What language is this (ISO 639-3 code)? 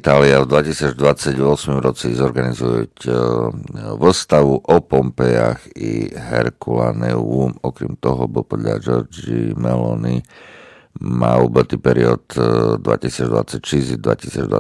slk